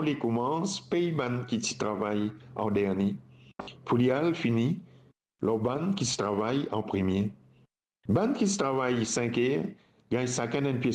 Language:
Morisyen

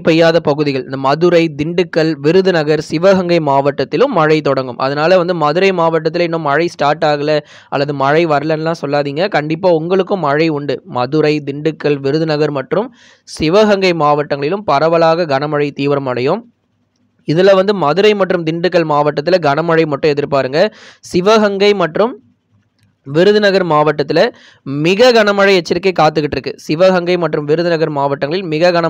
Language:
Tamil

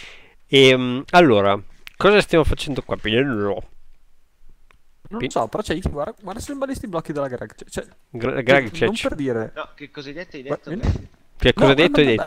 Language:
Italian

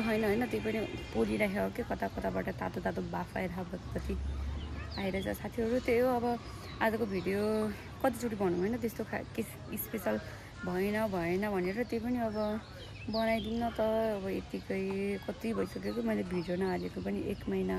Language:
Nepali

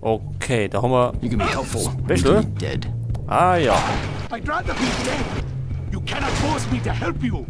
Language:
Bavarian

